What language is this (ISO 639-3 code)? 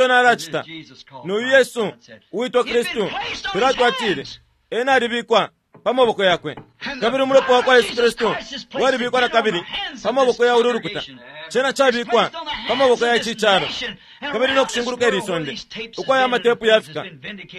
bem